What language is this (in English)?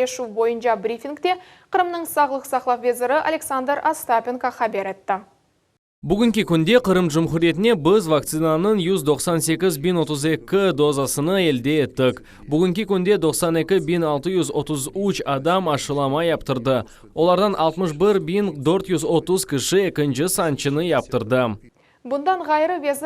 Crimean Tatar